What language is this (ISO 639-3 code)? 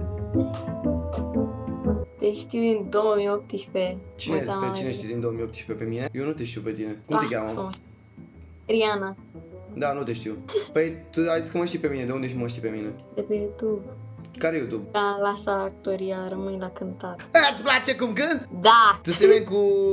ron